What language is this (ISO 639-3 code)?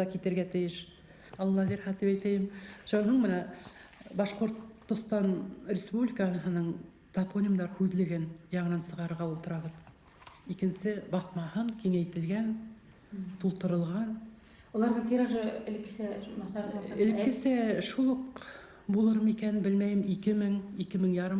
bak